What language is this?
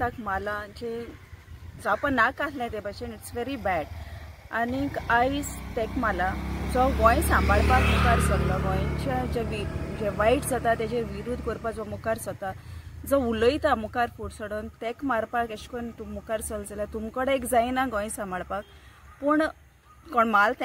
Konkani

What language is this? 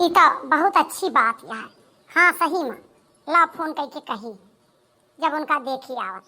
Awadhi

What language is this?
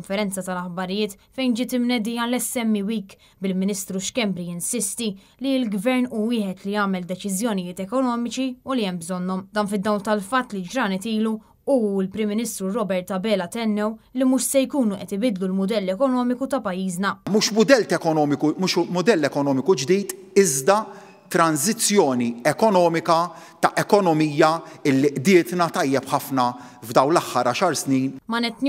Maltese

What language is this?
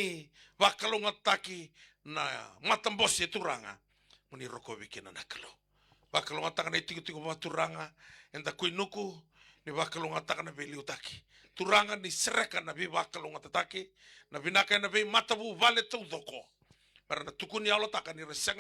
Fijian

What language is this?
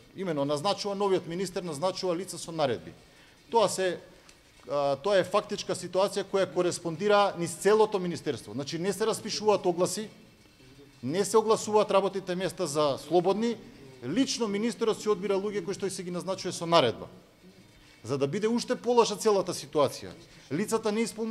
Macedonian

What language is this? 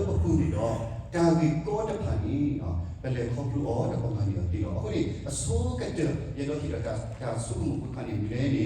S'gaw Karen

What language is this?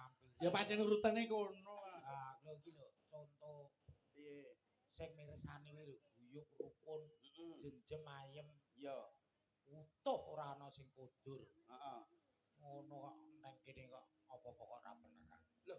Javanese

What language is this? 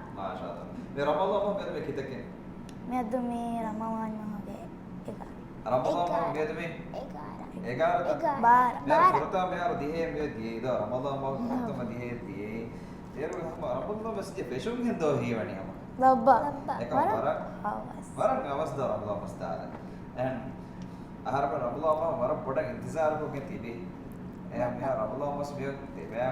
Divehi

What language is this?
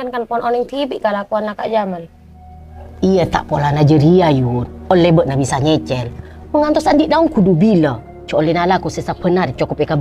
Madurese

